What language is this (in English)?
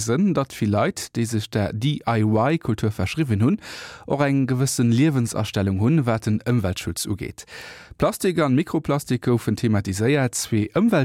Luxembourgish